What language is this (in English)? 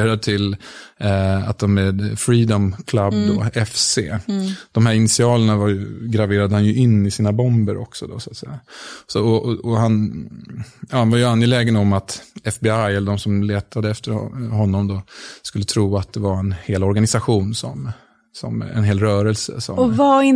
Swedish